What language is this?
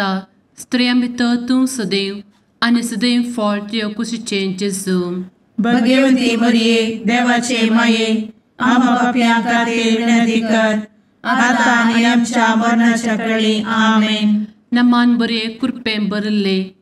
Konkani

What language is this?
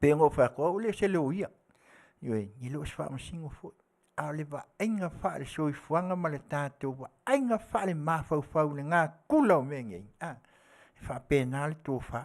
Samoan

